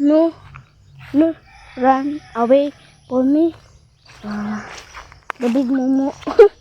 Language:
Cebuano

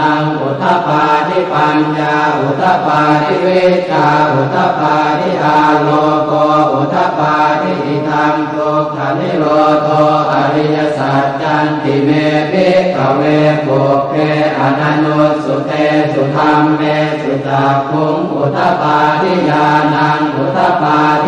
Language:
Pali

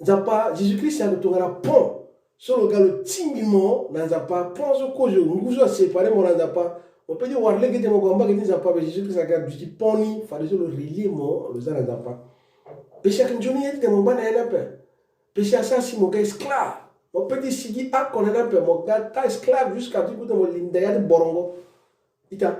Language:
Sango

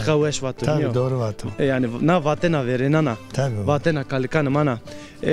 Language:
Zaza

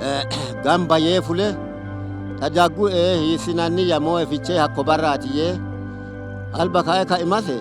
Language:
Sidamo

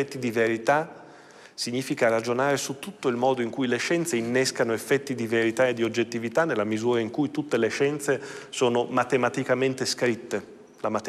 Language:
Italian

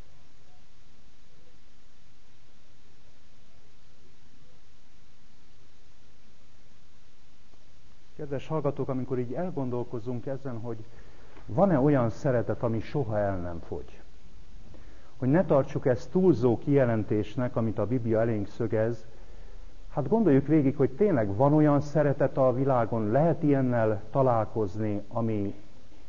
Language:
Hungarian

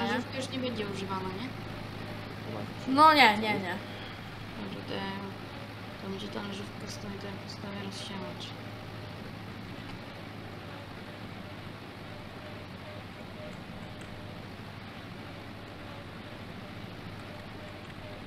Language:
Polish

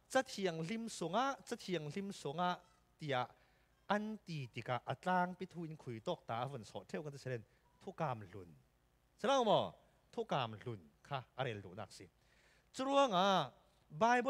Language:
Falam Chin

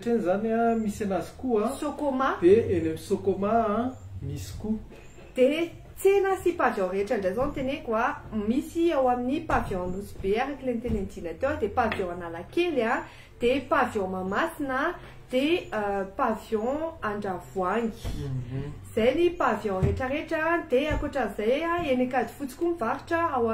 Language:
Malagasy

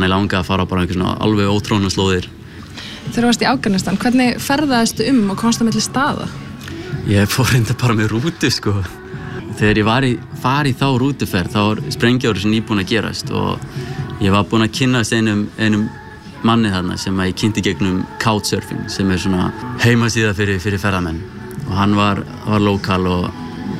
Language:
Icelandic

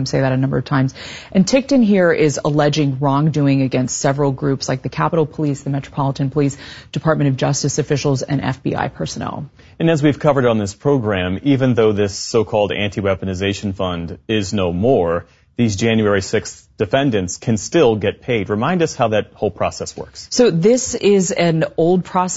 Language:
English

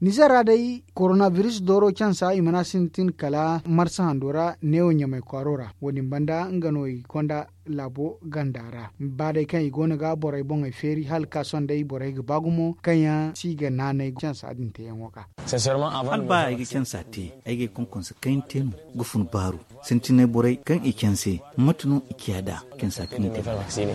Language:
Zarma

